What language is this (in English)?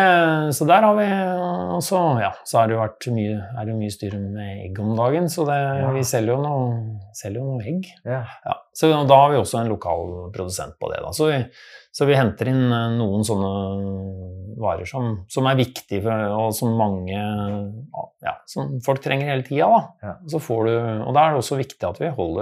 Norwegian